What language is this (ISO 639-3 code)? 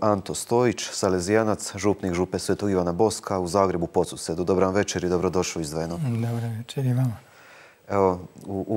hrv